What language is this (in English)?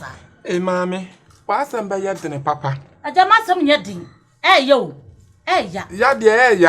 Akan